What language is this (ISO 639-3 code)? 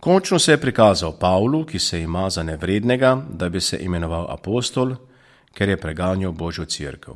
slv